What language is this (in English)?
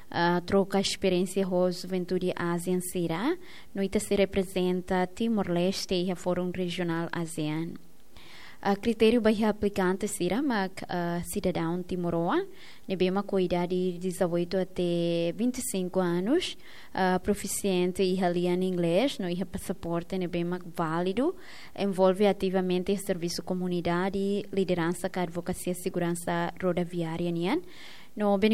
Tetum